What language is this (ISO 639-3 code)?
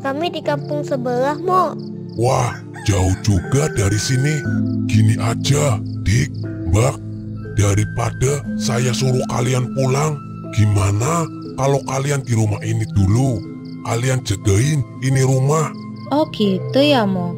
bew